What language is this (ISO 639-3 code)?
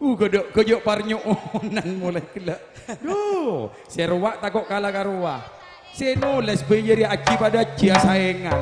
mad